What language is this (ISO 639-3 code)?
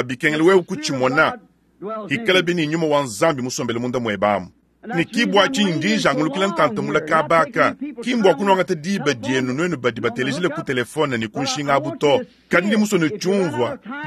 lua